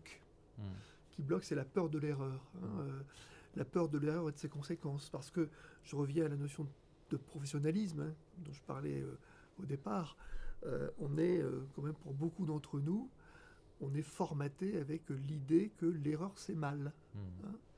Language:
French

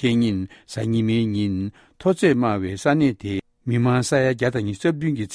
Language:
Tibetan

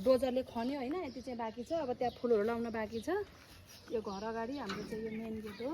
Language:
Nepali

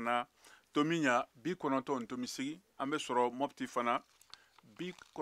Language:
Bambara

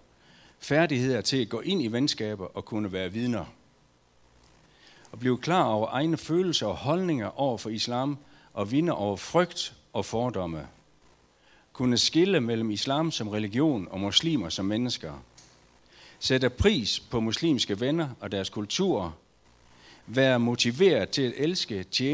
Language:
Danish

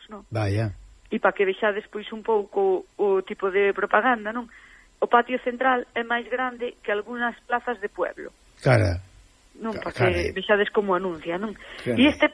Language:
Galician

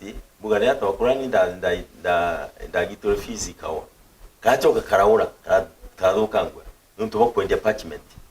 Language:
Meru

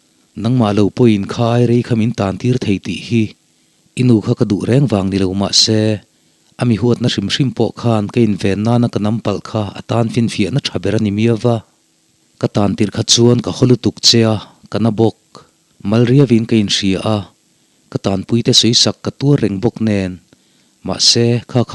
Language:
Mizo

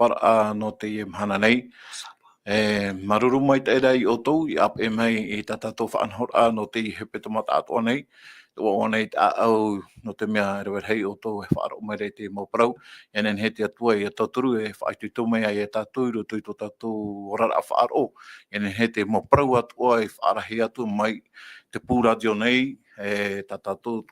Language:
Tahitian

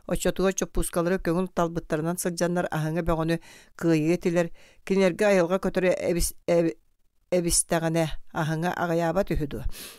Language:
Yakut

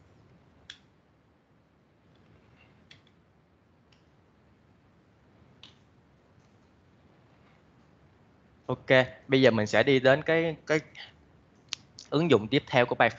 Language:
Vietnamese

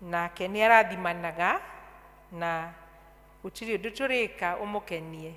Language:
Kikuyu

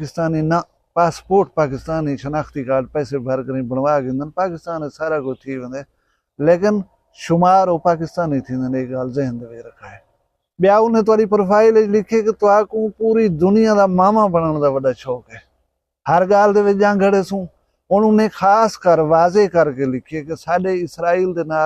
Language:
Saraiki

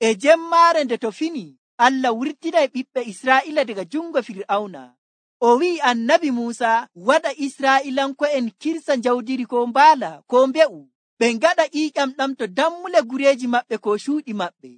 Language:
Nigerian Fulfulde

